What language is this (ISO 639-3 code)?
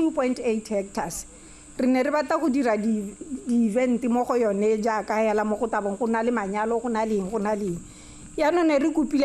tsn